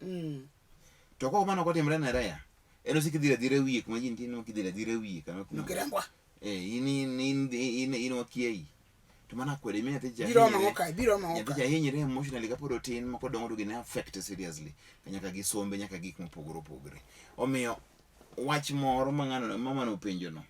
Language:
Luo (Kenya and Tanzania)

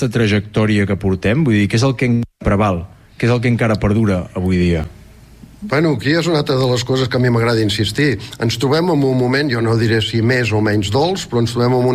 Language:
Catalan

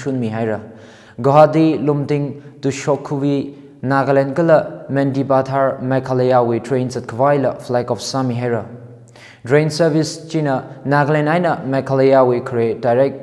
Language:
Tangkhul Naga (India)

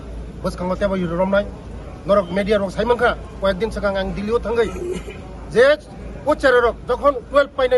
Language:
Kok Borok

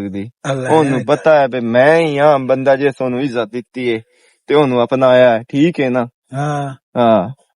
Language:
Western Panjabi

